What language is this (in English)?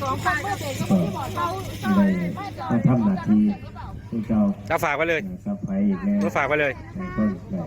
Northeastern Thai